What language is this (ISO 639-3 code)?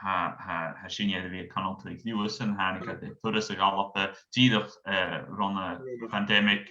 gla